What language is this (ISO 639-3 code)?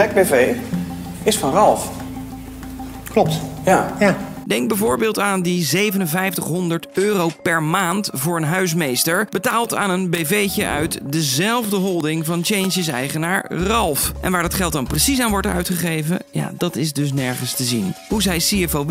nld